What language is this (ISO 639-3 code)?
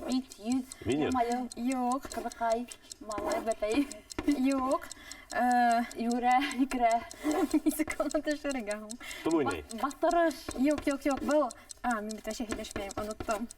bak